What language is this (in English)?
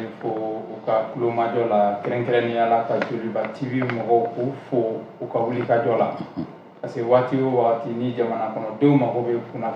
Bambara